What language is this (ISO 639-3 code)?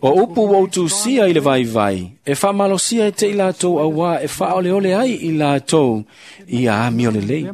smo